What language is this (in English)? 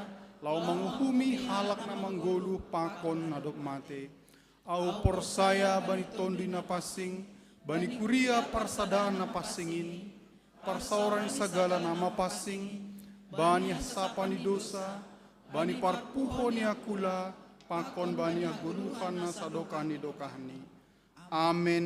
Batak Simalungun